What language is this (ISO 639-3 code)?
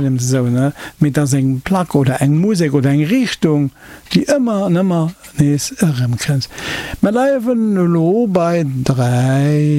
ltz